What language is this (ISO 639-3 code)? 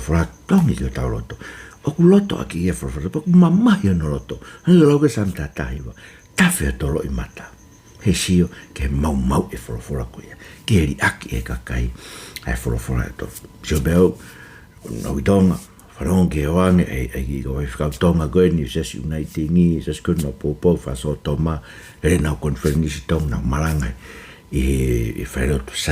ton